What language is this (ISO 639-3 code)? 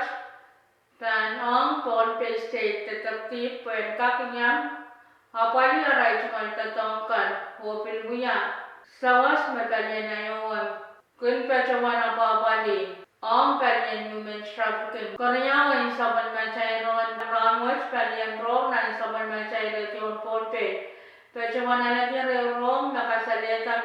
pon